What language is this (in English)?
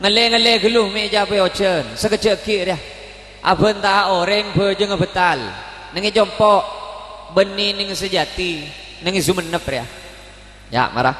Madurese